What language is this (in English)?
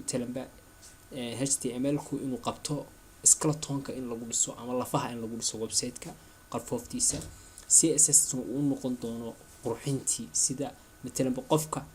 Somali